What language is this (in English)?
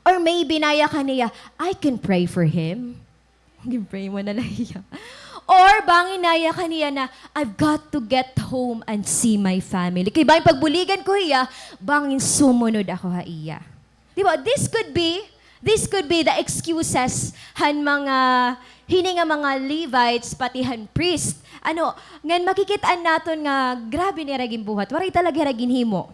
Waray